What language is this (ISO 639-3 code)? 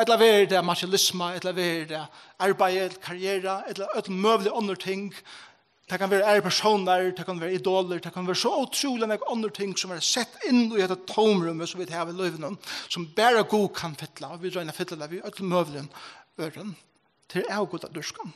fao